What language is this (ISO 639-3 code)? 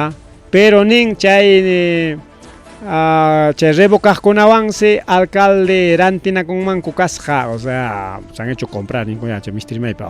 quy